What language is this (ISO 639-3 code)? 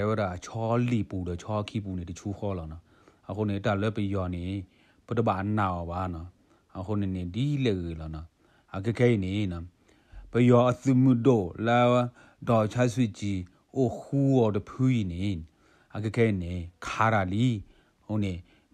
ksw